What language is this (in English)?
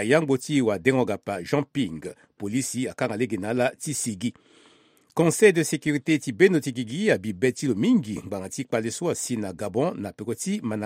Sango